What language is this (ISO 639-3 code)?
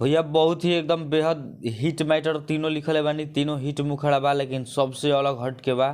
bho